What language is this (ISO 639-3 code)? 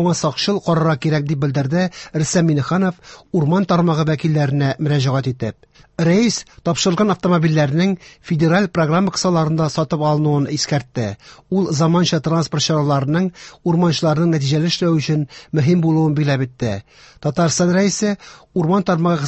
tat